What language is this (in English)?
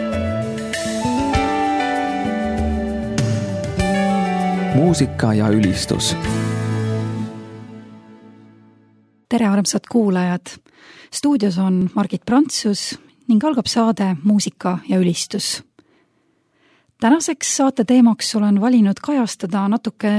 Estonian